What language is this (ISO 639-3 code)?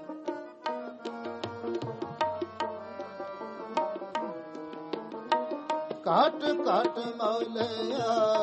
pan